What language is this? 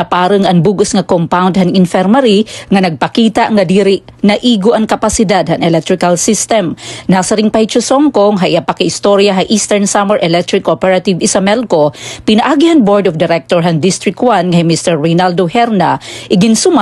Waray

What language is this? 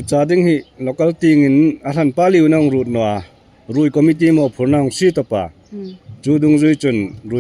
Hmar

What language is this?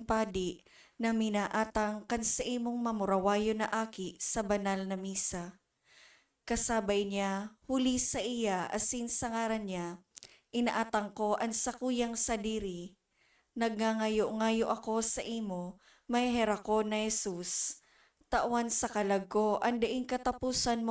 Bikol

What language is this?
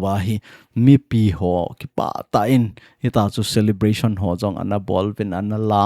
Thado Chin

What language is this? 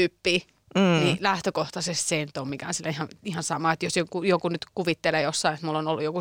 Finnish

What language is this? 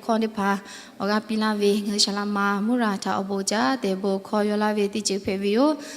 Lahu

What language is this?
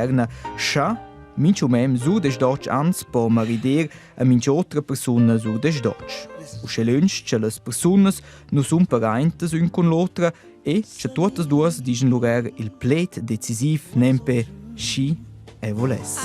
Romansh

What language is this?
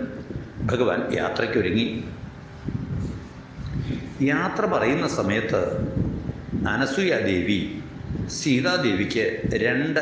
Malayalam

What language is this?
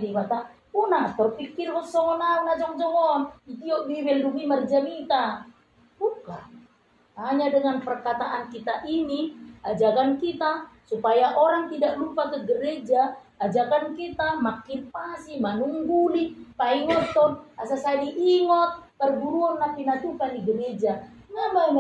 Batak Toba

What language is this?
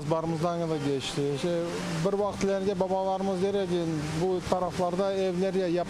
Crimean Tatar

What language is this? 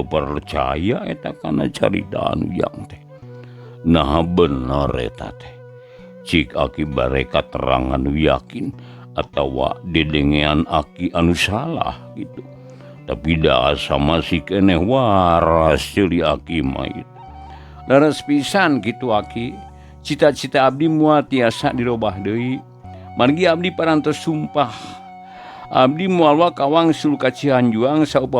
Sundanese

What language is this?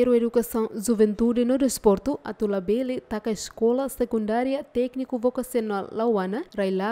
Tetum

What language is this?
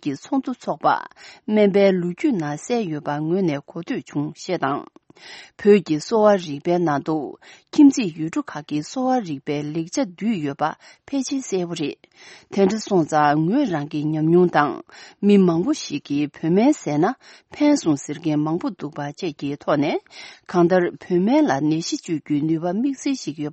Tibetan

